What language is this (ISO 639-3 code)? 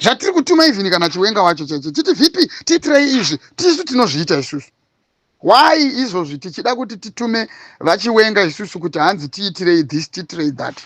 sna